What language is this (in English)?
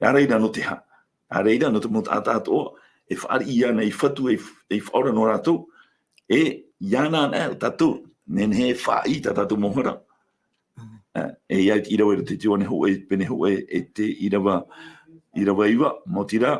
Tahitian